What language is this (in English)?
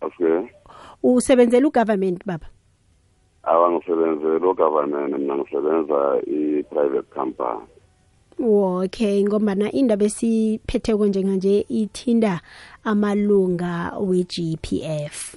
South Ndebele